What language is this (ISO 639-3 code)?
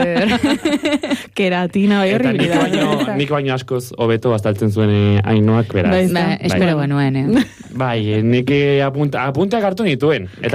eus